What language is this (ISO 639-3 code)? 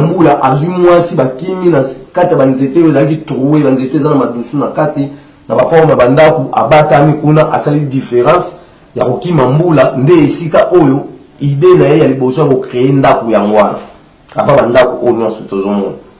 lin